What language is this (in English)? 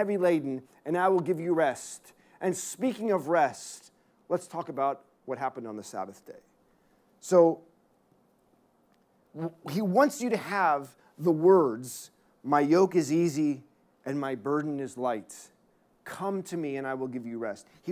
English